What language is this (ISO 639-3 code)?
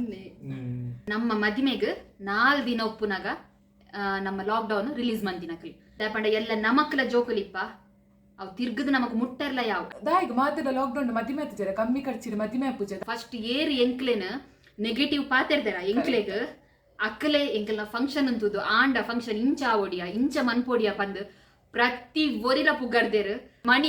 tcy